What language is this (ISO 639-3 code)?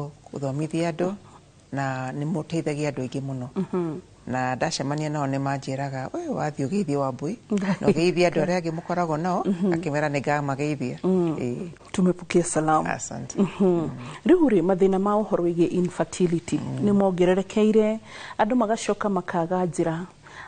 kik